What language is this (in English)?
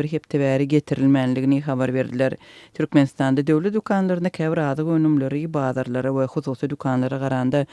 Turkmen